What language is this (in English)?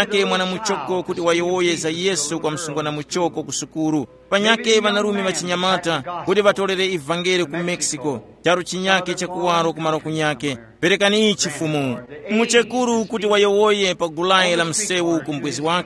Tumbuka